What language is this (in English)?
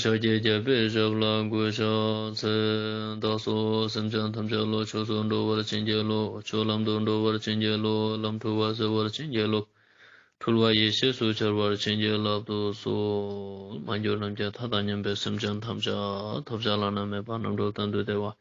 Ladakhi